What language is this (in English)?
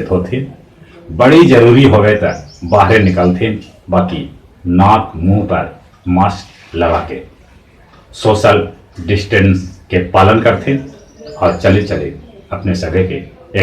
Magahi